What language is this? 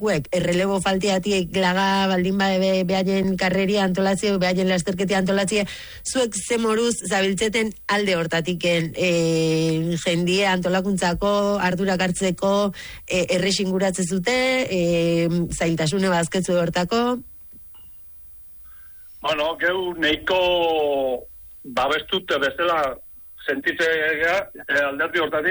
Basque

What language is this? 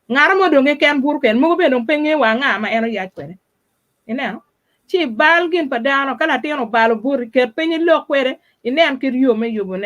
Acoli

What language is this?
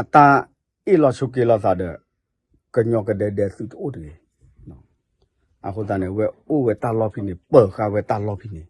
S'gaw Karen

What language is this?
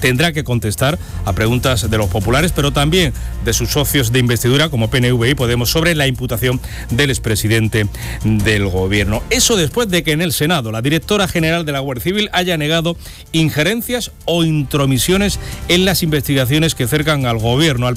Spanish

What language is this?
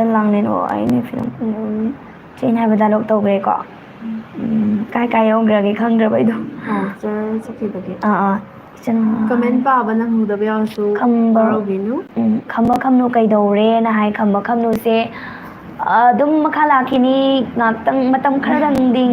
Manipuri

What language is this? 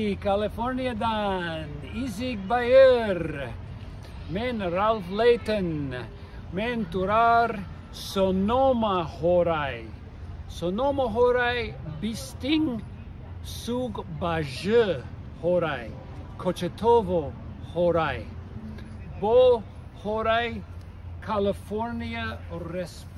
Tuvinian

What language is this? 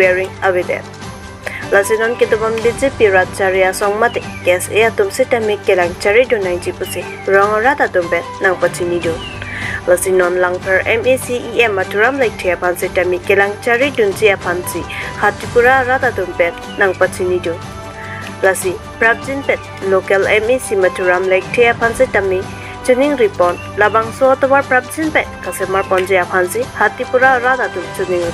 Karbi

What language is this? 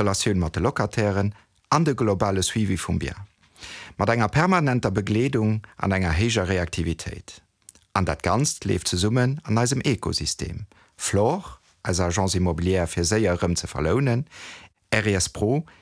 Luxembourgish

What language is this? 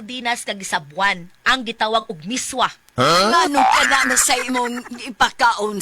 Cebuano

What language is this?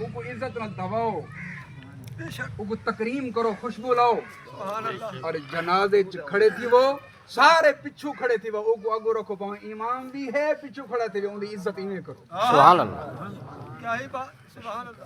Saraiki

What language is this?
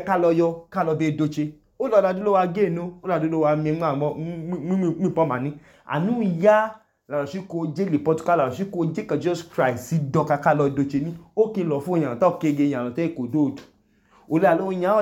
Idoma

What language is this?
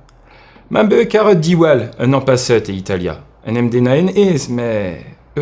Breton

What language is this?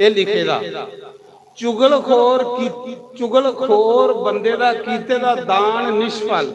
Dogri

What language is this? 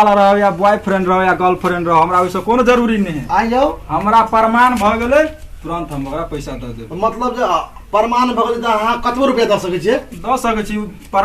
Maithili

